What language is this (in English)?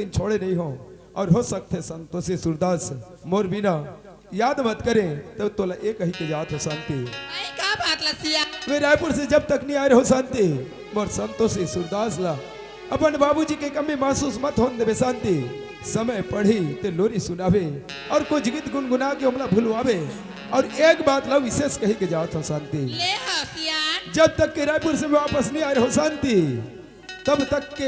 Chhattisgarhi